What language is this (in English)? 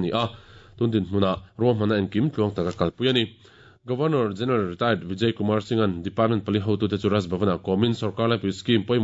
Mizo